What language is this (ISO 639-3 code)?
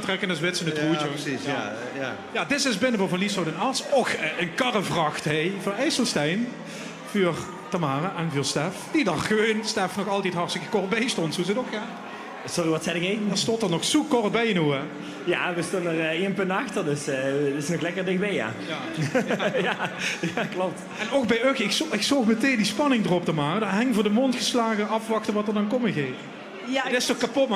lim